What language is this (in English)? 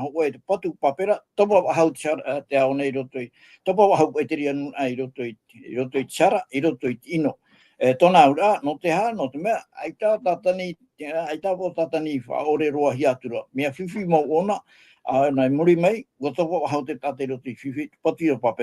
Tahitian